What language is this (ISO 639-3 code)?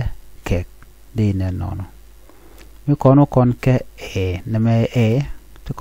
nus